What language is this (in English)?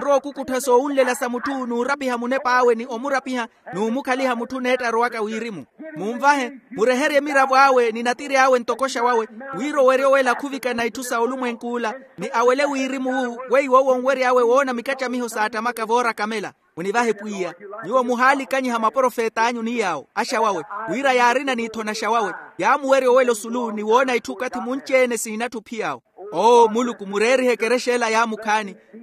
Makhuwa